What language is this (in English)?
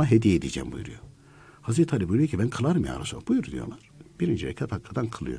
Turkish